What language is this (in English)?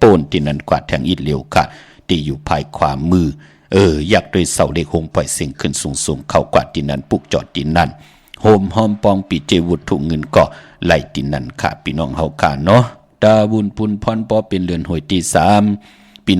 Shan